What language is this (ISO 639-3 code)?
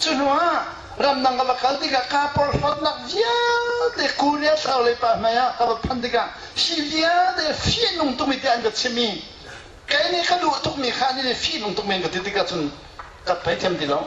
cnh